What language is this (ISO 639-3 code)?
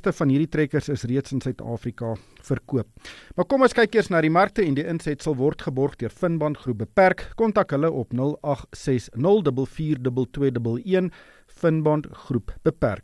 afr